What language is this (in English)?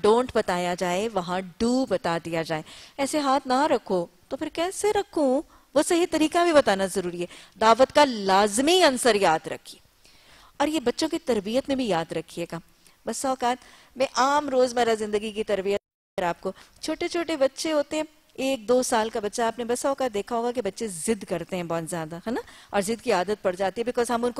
Urdu